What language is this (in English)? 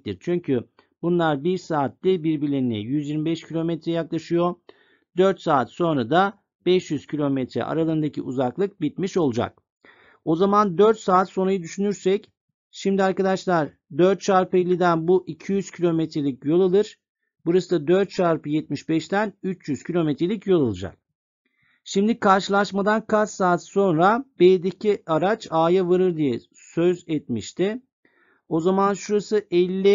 Turkish